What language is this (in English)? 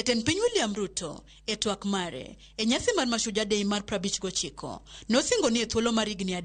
Luo (Kenya and Tanzania)